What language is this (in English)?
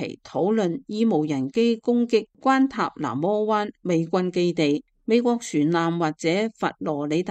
Cantonese